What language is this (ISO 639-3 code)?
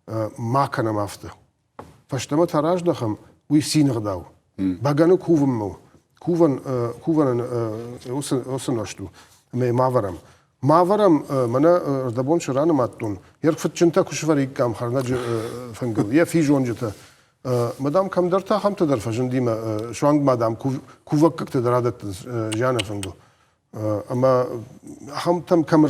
oss